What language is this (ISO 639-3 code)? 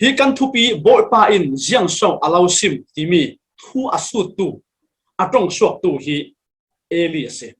cfm